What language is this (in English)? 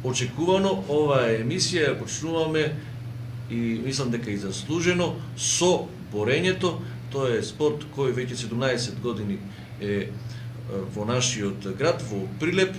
Macedonian